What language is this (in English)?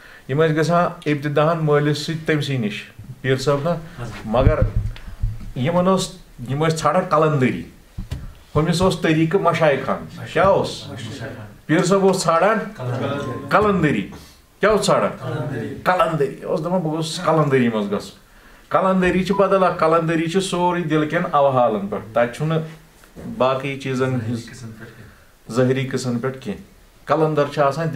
Kashmiri